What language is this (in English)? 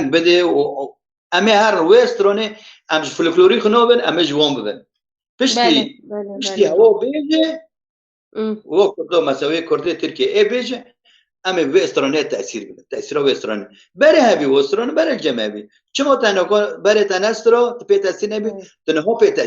Kurdish